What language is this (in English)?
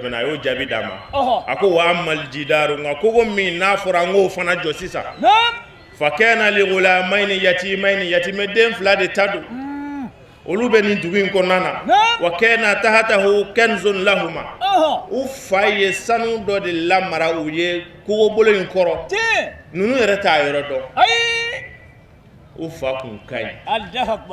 Bambara